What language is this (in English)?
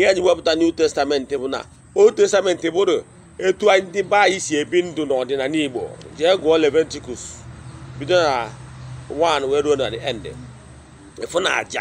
Igbo